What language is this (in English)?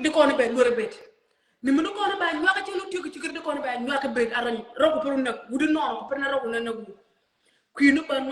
Nuer